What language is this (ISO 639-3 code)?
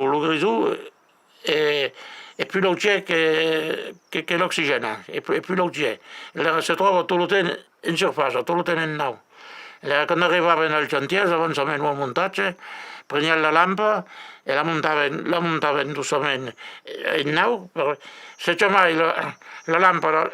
oci